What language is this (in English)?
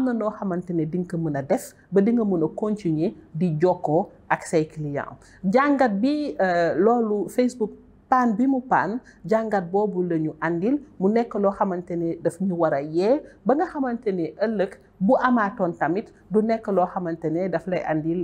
Wolof